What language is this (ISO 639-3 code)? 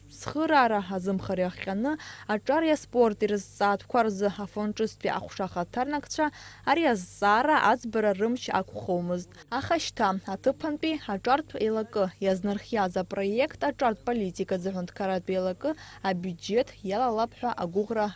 abk